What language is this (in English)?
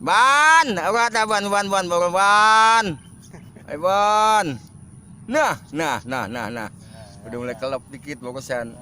Betawi